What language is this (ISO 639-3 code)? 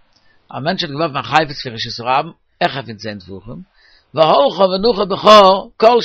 yid